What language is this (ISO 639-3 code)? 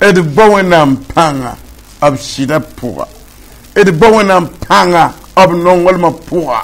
mos